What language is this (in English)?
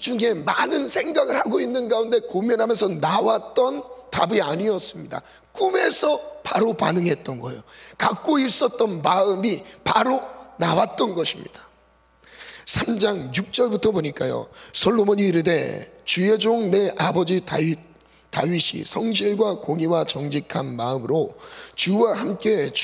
Korean